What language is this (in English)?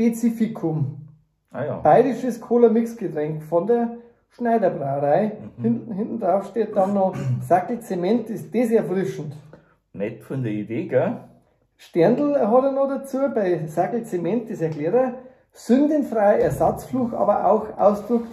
Bavarian